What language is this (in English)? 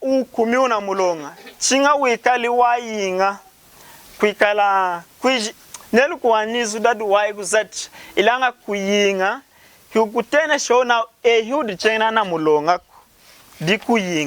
Lunda